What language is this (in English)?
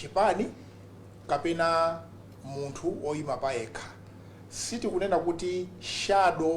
Nyanja